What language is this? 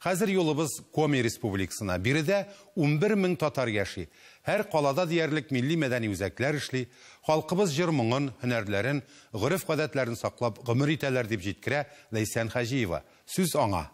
Tatar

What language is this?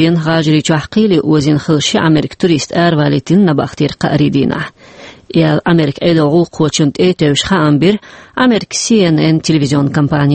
Chechen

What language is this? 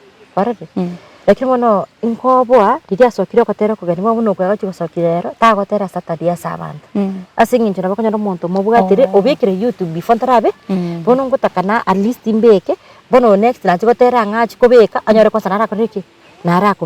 Gusii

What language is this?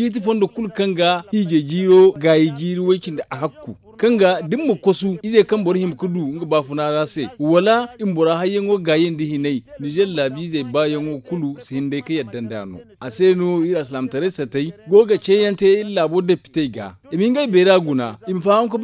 Zarma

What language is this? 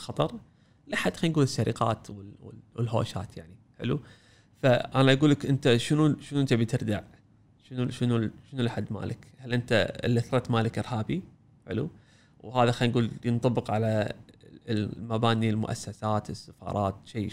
Gulf Arabic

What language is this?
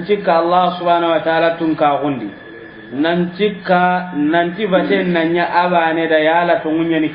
Soninke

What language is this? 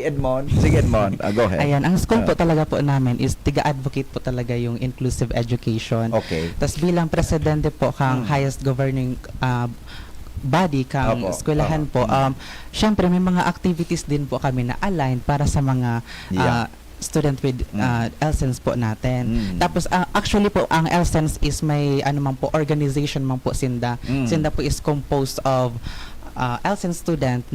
Bikol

